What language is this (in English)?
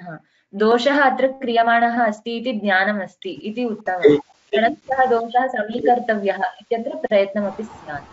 Sanskrit